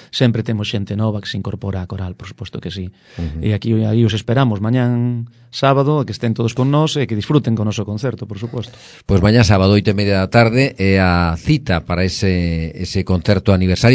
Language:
Galician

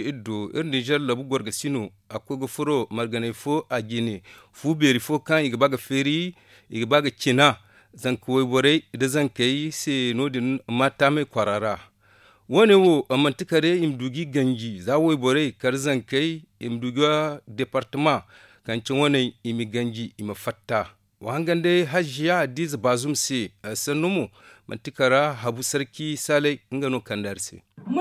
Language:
Zarma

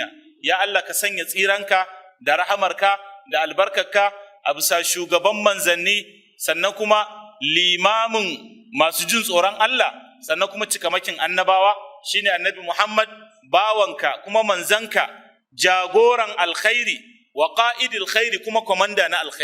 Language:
Hausa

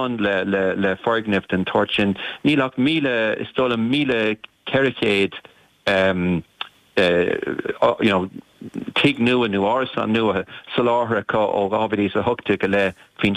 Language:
Irish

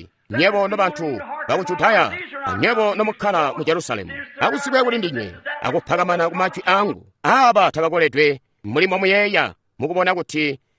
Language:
Tonga (Zambia)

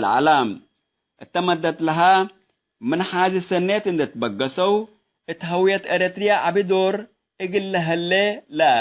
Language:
Tigre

